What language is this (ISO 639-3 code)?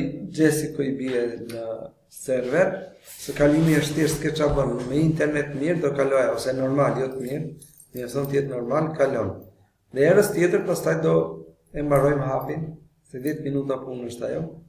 sqi